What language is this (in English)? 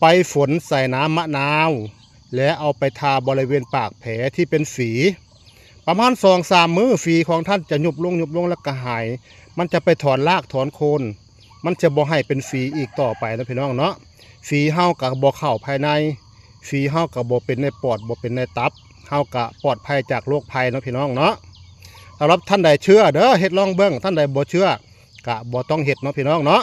Northeastern Thai